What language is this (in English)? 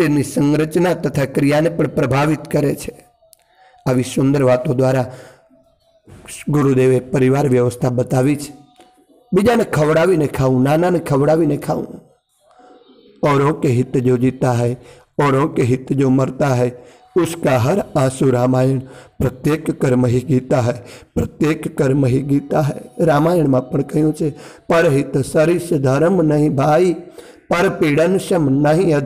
Gujarati